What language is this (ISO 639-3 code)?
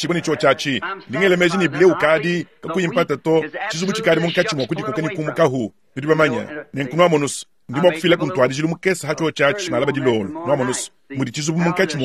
lua